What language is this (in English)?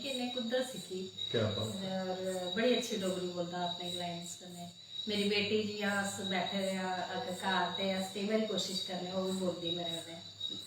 Dogri